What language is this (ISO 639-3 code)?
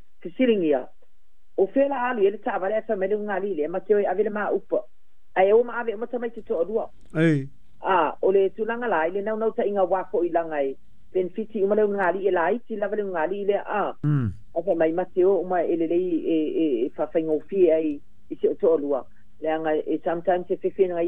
smo